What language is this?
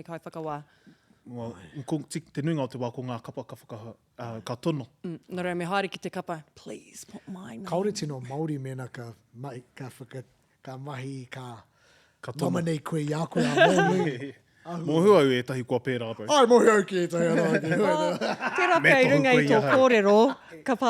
Māori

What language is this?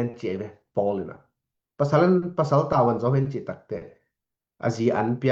Tedim Chin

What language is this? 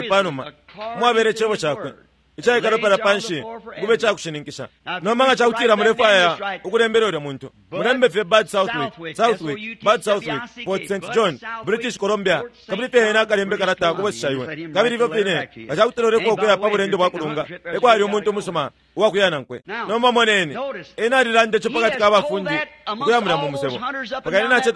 Bemba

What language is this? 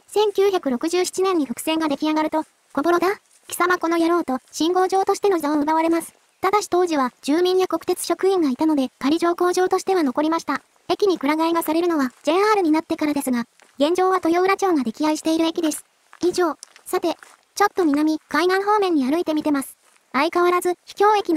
Japanese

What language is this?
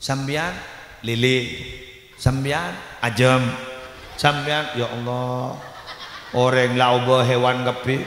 Madurese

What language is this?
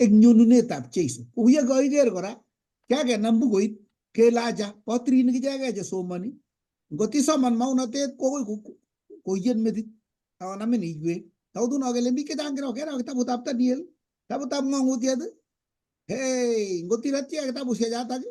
Kalenjin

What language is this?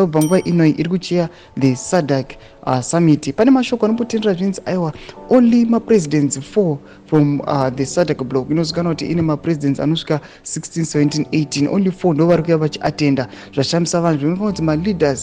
Shona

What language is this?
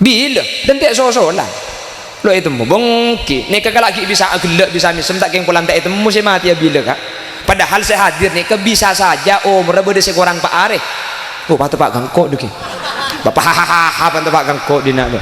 Madurese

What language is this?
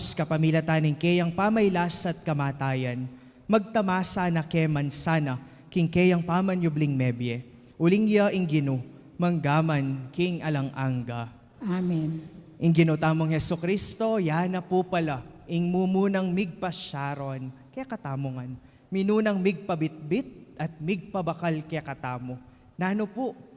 Pampanga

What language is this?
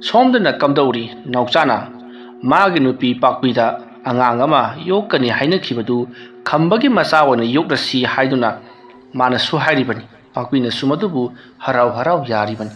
Manipuri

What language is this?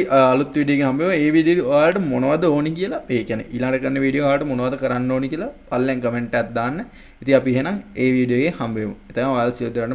Sinhala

